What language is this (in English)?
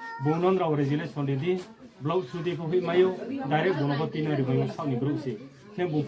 Riang (India)